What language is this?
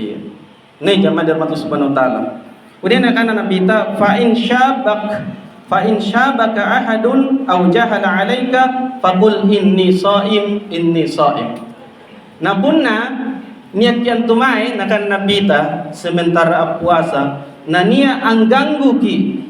Makasar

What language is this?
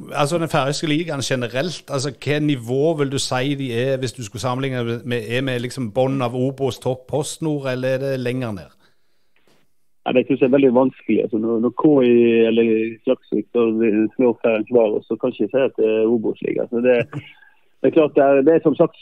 Norwegian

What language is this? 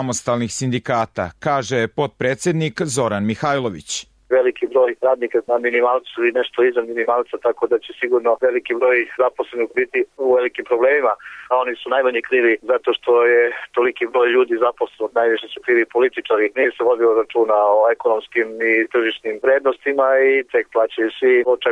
Serbian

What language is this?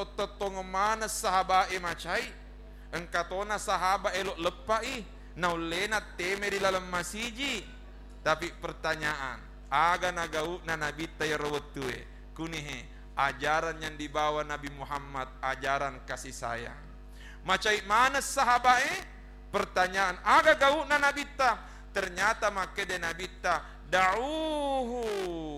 Buginese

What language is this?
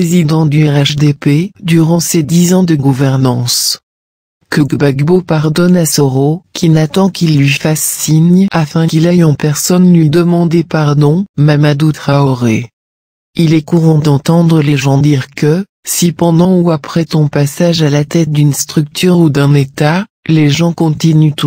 French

